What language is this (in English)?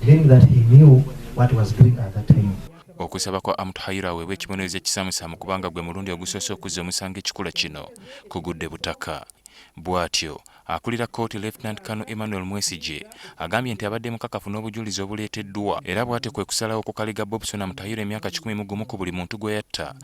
Ganda